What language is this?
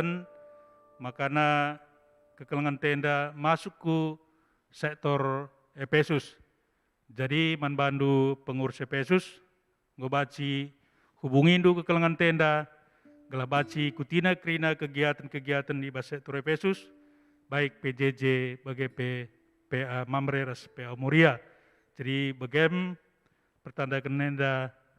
Batak Karo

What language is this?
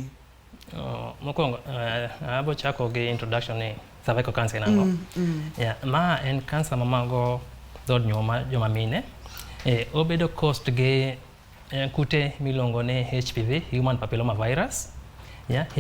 Luo (Kenya and Tanzania)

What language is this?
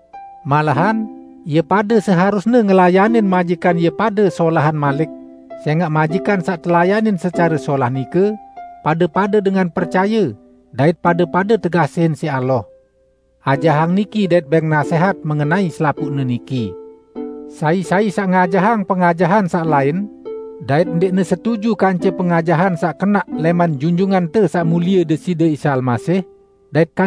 Sasak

